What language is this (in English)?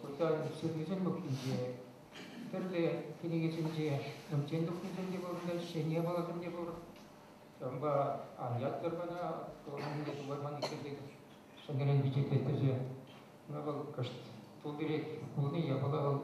Chuvash